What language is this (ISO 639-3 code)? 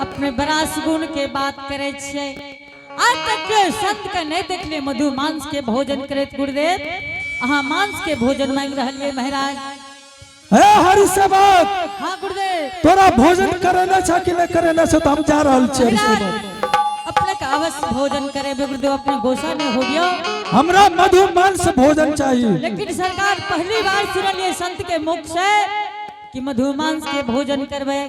anp